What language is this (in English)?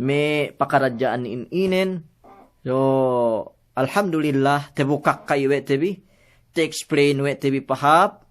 Yakan